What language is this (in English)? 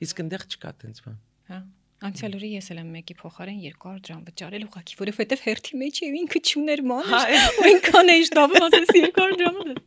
Armenian